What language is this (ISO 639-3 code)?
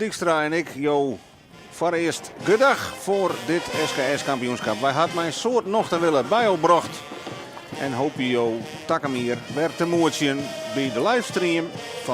fry